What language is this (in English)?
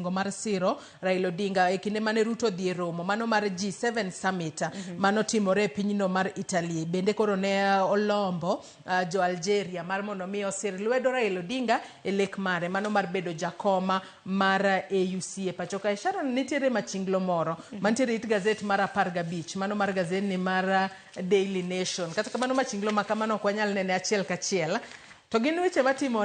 Luo (Kenya and Tanzania)